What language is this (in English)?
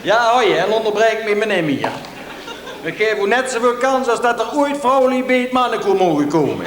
Limburgish